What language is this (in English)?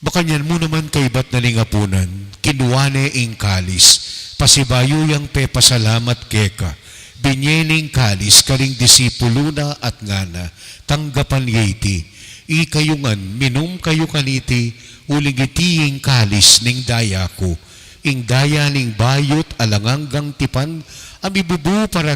Pampanga